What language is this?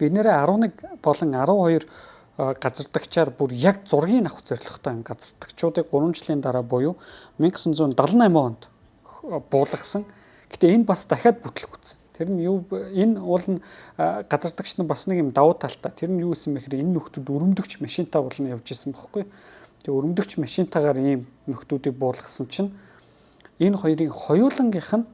Mongolian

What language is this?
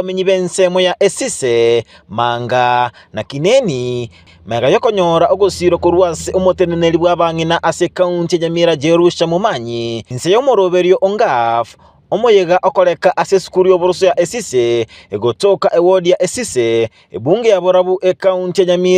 Gusii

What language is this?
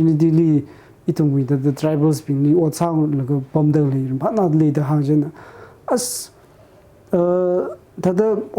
Tangkhul Naga (India)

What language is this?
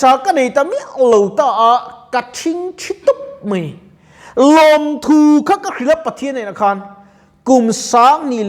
Mizo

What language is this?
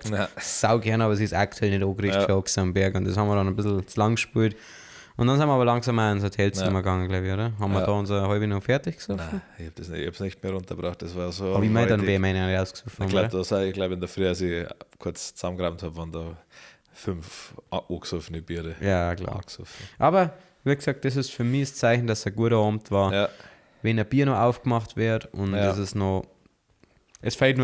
Bavarian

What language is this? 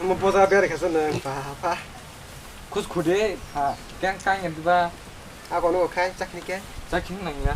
Kok Borok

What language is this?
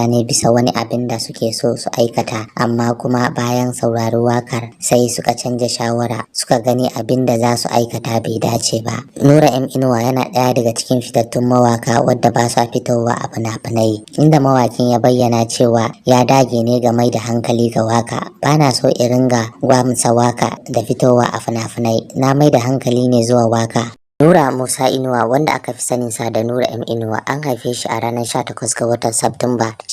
Hausa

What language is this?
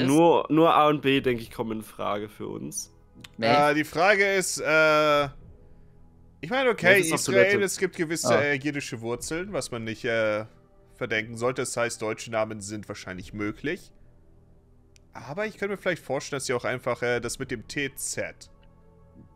German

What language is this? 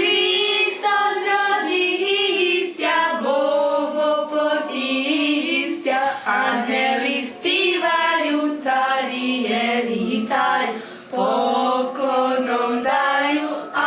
Rusyn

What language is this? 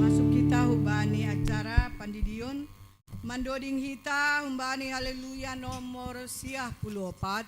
Batak Simalungun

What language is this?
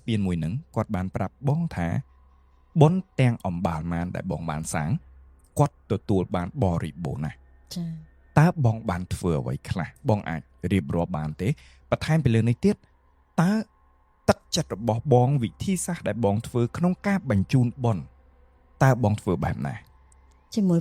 Khmer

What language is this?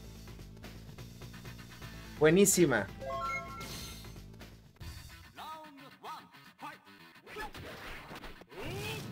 Spanish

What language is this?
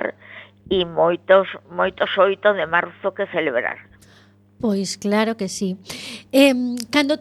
Galician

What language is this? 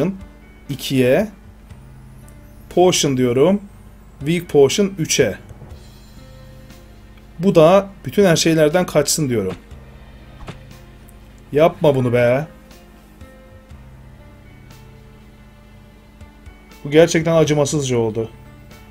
Turkish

